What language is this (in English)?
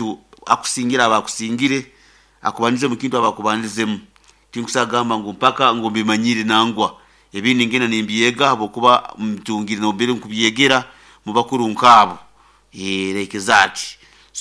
Nyankole